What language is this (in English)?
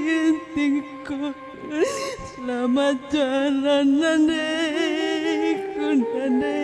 Batak Karo